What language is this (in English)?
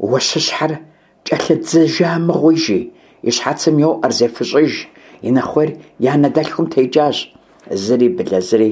Kabardian